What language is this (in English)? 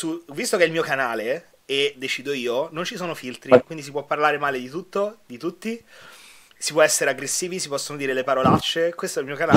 Italian